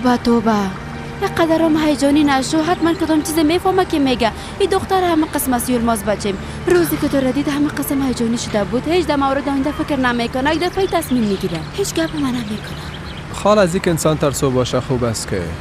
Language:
Persian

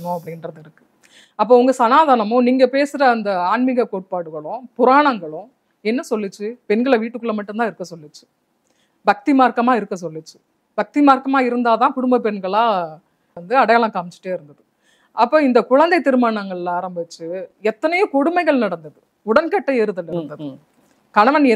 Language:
Tamil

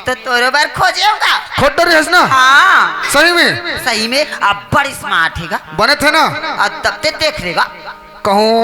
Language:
Chhattisgarhi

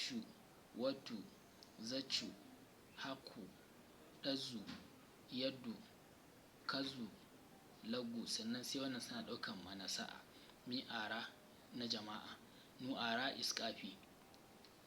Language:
Hausa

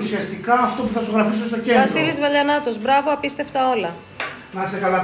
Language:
Greek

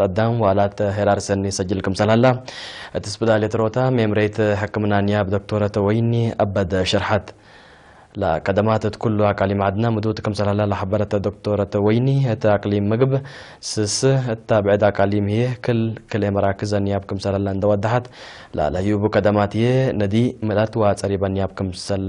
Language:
Tigre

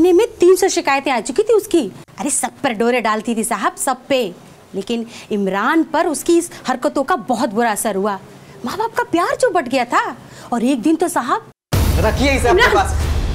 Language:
Hindi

